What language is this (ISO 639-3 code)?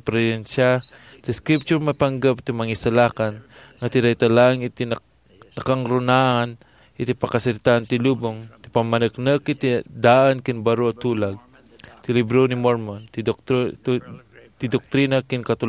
ilo